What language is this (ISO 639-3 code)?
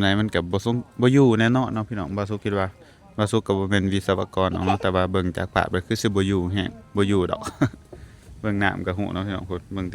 lao